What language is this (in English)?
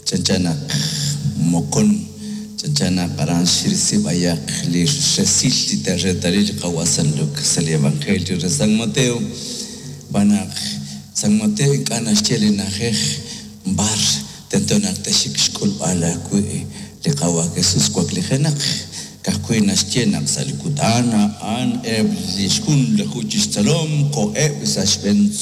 Kekchí